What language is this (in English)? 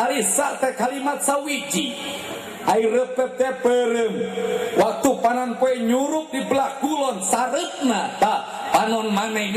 Sundanese